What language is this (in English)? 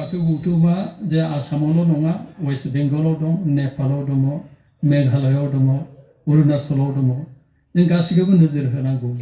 Bodo